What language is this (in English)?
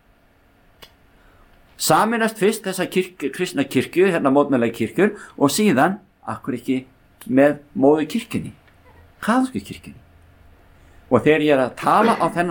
Icelandic